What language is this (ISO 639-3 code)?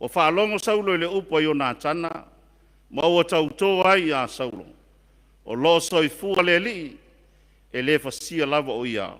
smo